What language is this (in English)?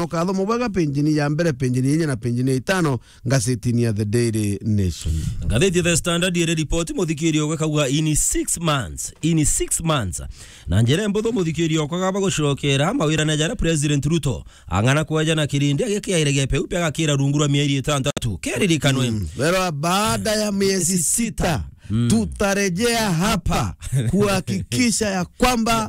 Meru